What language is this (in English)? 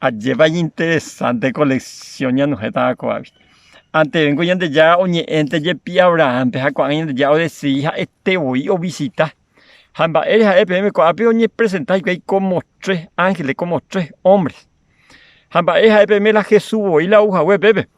Guarani